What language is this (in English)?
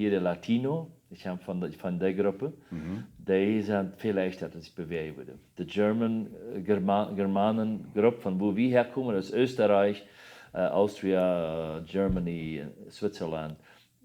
Plautdietsch